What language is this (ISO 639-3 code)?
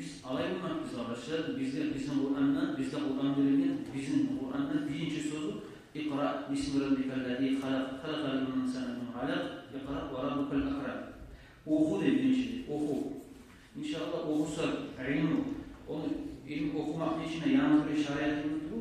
kum